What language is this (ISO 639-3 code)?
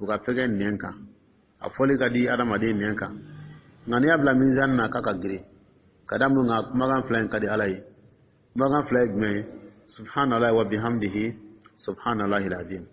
dyu